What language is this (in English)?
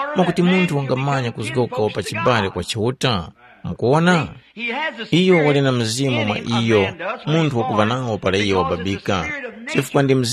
Tumbuka